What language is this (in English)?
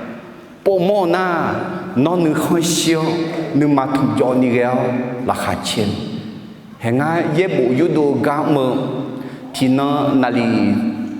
Akha